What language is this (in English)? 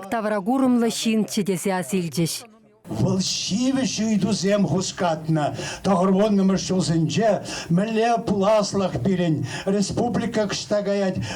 Chuvash